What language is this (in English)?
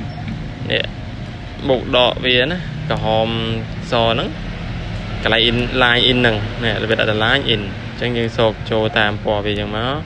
Khmer